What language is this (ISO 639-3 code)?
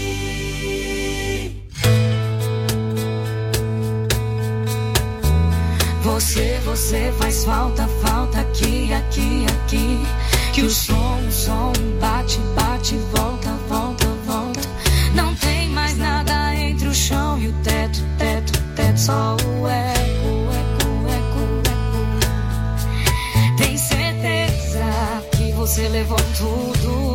por